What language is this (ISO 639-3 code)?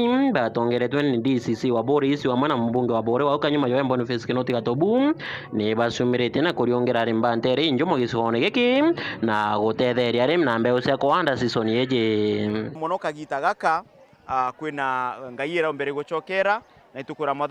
mer